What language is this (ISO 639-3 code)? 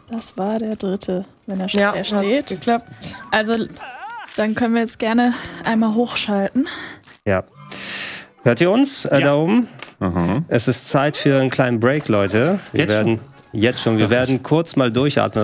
deu